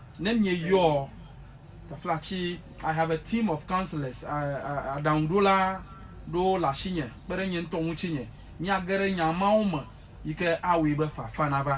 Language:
Ewe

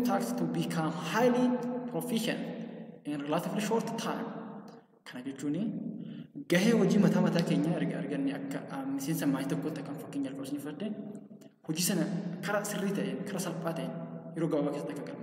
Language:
Oromo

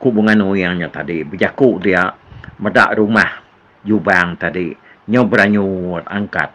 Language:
Iban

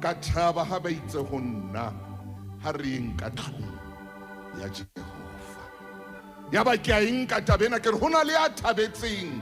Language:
Southern Sotho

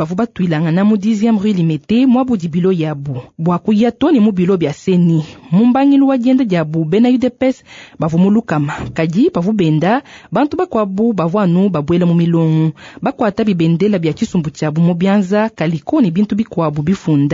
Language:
Luba-Lulua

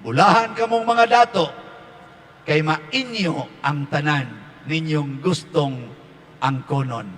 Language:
Cebuano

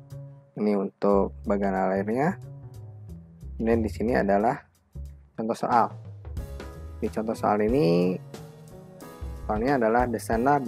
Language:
Indonesian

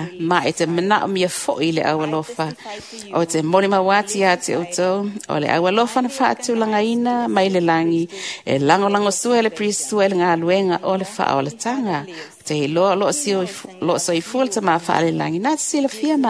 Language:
Samoan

